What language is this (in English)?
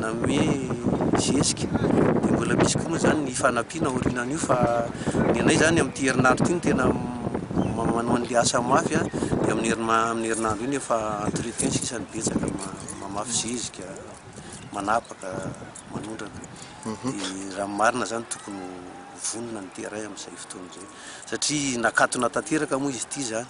Malagasy